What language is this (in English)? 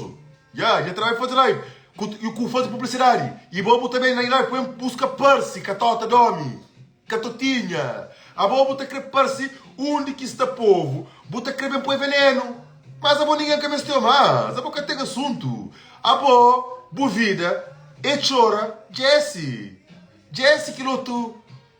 Kabuverdianu